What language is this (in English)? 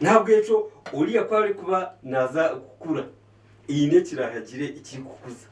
Nyankole